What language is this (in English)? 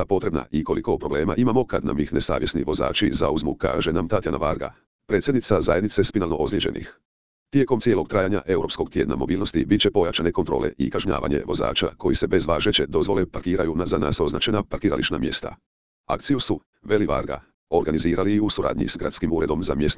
Croatian